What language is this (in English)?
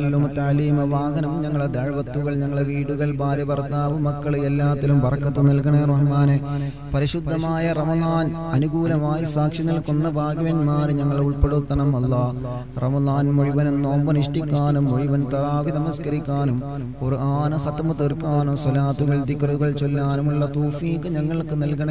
Malayalam